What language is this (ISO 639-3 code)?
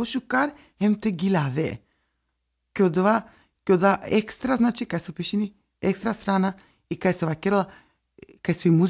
mkd